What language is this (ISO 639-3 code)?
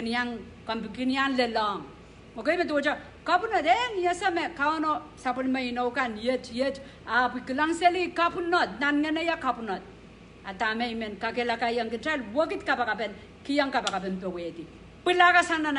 pon